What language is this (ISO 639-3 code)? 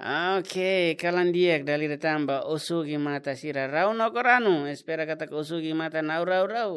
tet